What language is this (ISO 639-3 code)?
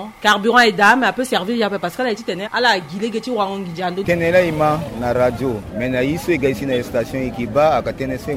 sag